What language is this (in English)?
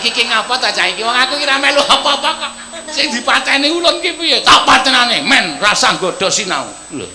Javanese